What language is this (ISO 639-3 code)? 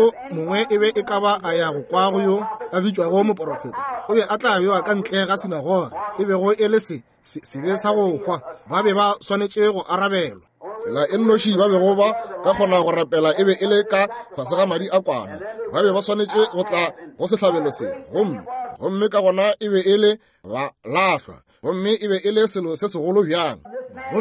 nso